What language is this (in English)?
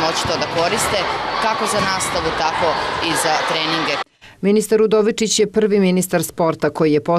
Serbian